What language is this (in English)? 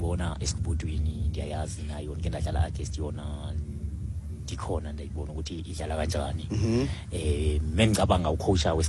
Xhosa